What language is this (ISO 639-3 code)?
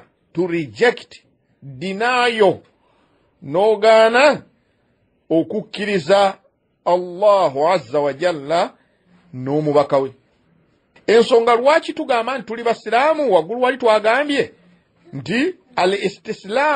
lug